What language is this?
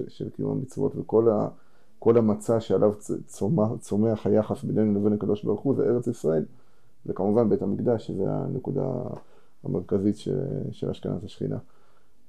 Hebrew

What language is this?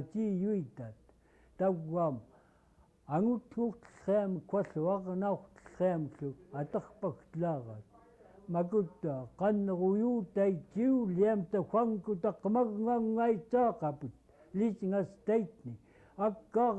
Central Yupik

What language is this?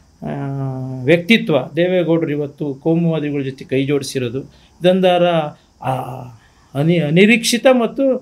Kannada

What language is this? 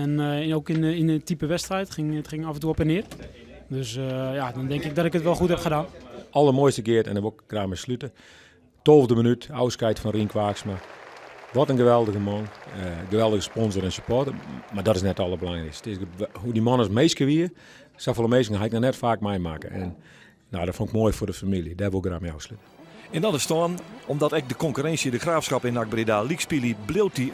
Western Frisian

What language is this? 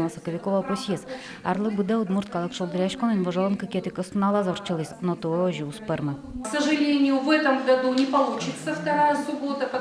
Udmurt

